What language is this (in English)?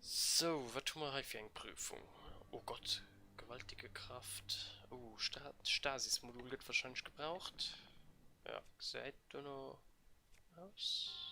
Luxembourgish